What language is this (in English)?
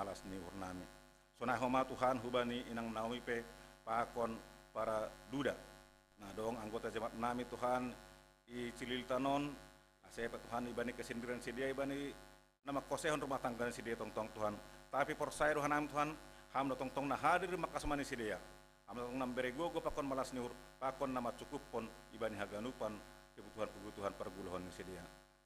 Batak Simalungun